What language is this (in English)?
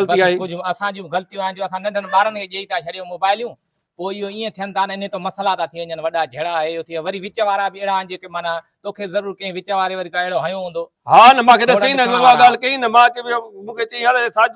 Sindhi